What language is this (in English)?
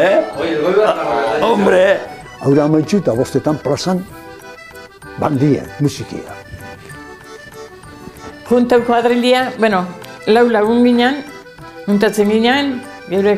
Basque